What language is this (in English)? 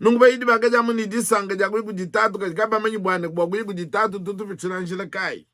Luba-Lulua